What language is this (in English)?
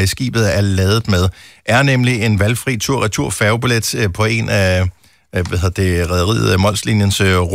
Danish